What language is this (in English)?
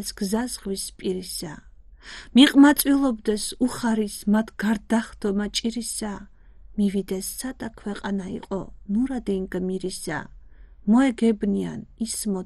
Georgian